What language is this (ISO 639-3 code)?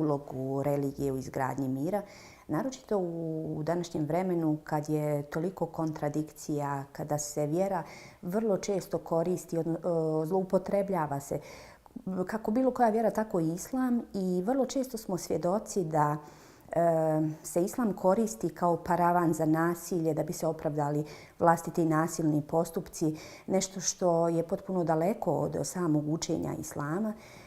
bos